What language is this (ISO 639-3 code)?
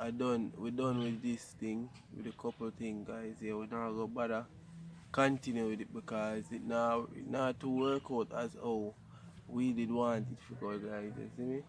jam